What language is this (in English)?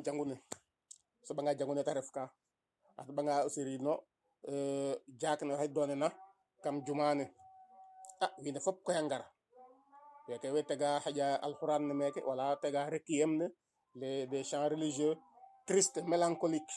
Serer